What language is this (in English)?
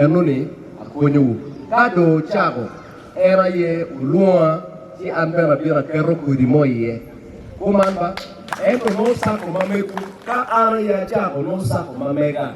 Acoli